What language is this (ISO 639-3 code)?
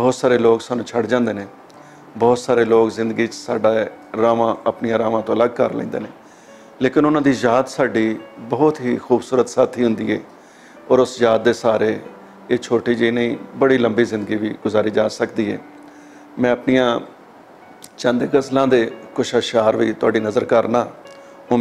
lah